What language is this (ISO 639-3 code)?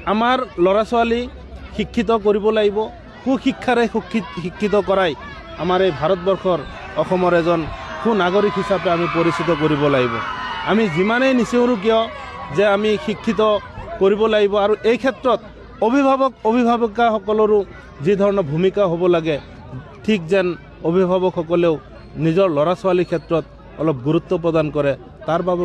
asm